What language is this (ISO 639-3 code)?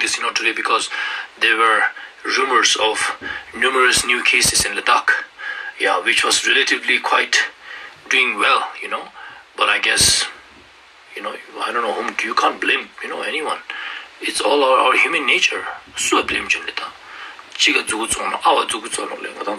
lbj